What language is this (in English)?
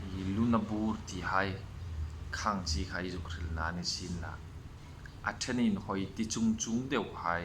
Hmar